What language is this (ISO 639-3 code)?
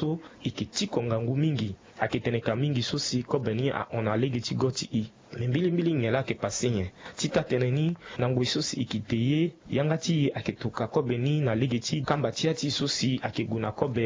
sag